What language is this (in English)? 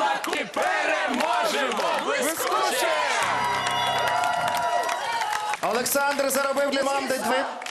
Ukrainian